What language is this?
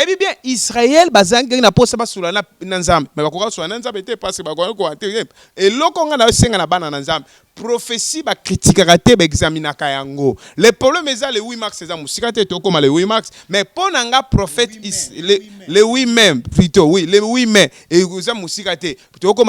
Lingala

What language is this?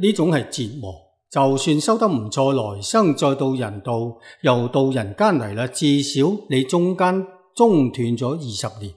Cantonese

